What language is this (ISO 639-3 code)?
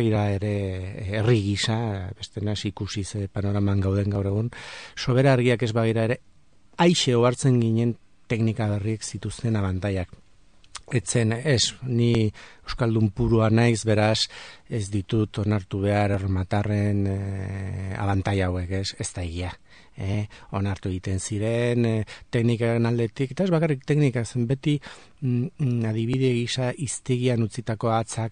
eus